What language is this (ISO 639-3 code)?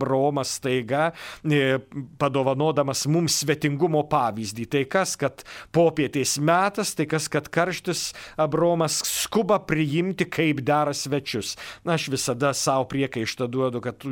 lit